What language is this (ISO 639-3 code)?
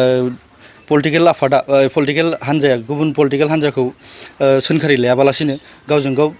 brx